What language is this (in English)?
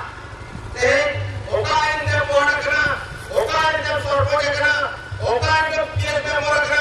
Santali